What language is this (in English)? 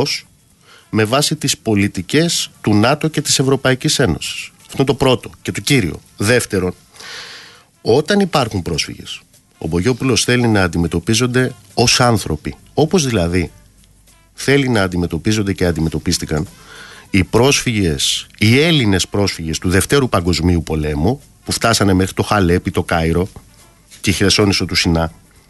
Greek